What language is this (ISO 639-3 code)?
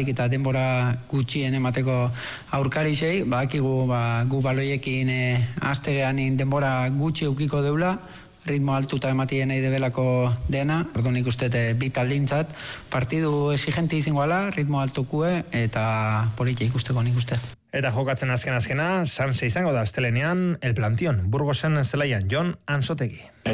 eus